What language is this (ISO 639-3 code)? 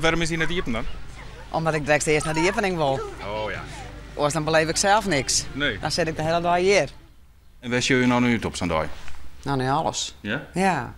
fry